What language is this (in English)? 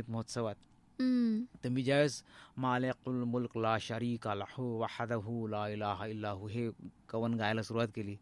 Marathi